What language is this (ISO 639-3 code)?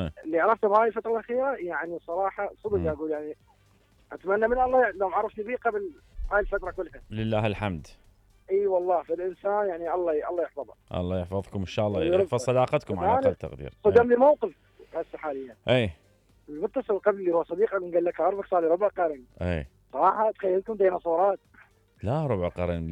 acm